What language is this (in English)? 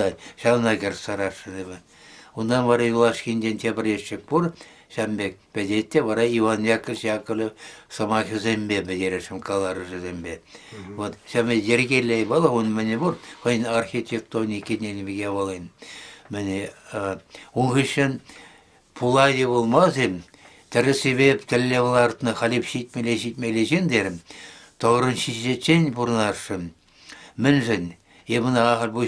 Chuvash